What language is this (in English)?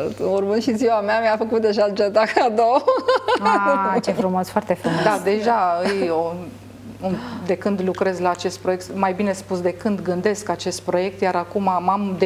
Romanian